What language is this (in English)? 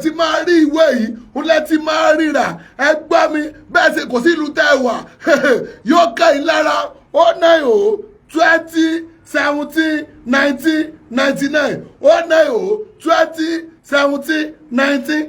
Yoruba